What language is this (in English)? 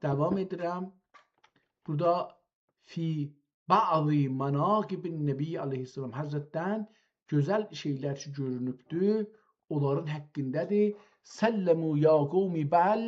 South Azerbaijani